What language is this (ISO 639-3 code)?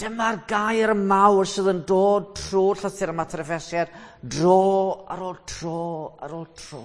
cym